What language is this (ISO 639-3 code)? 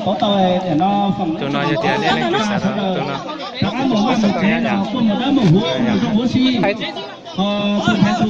hmn